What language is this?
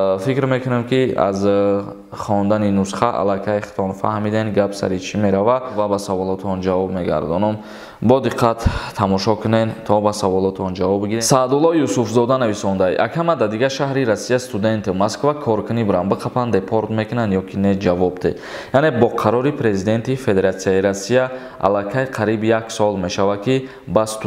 Tajik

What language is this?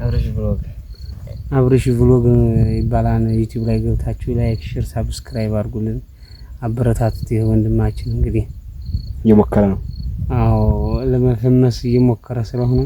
Amharic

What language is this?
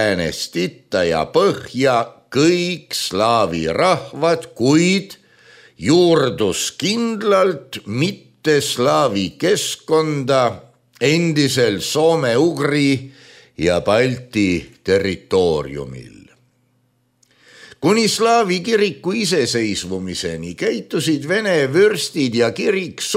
Estonian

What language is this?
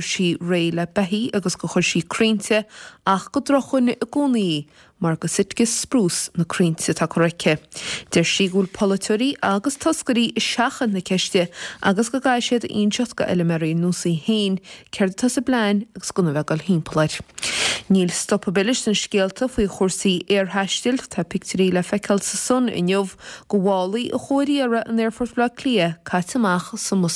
Irish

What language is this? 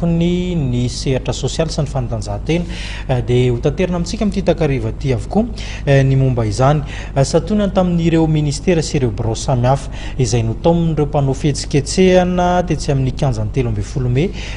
Malagasy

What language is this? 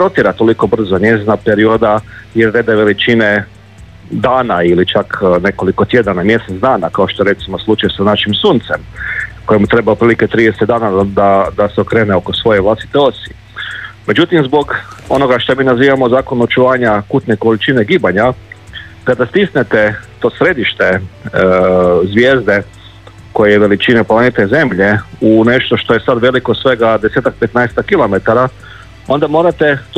Croatian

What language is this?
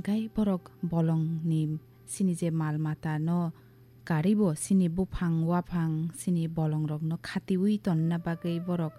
Kok Borok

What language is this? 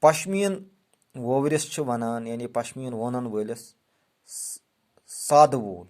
Kashmiri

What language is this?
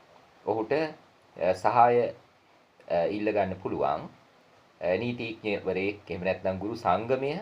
Sinhala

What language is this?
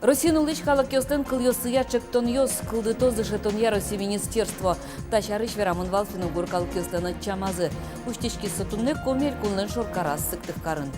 Udmurt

